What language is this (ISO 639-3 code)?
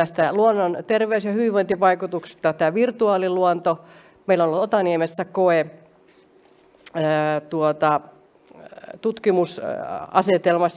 fin